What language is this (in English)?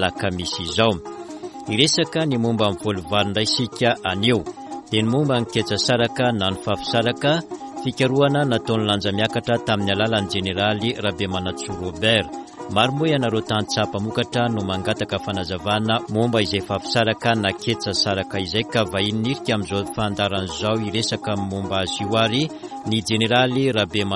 Malagasy